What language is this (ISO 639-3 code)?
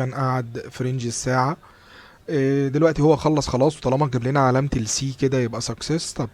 arz